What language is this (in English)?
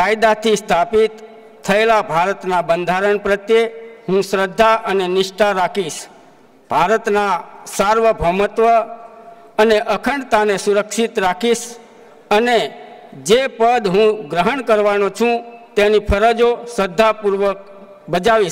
Gujarati